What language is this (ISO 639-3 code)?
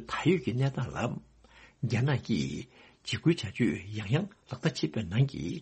bod